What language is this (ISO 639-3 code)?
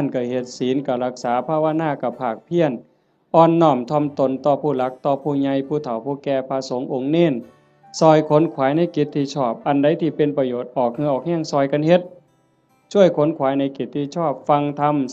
tts